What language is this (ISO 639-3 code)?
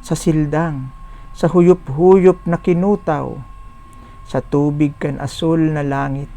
bik